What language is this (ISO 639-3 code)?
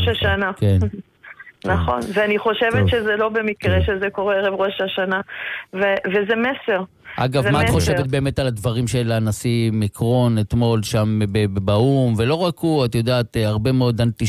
heb